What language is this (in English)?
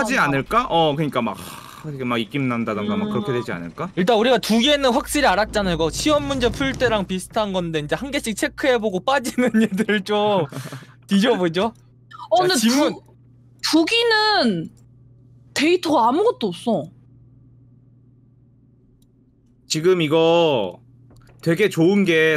Korean